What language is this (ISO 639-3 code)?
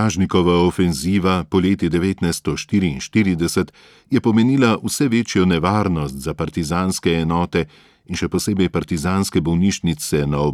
slv